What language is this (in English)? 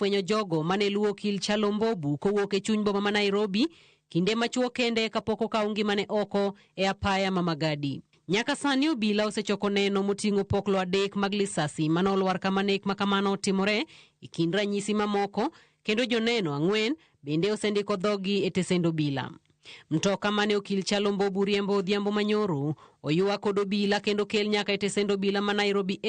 Luo (Kenya and Tanzania)